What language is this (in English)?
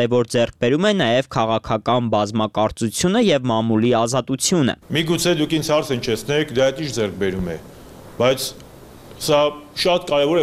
Armenian